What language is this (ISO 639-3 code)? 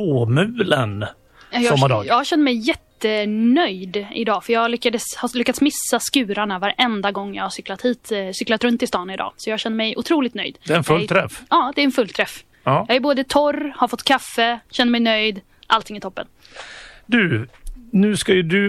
swe